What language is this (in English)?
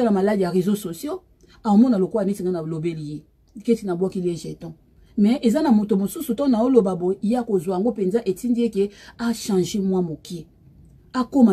Lingala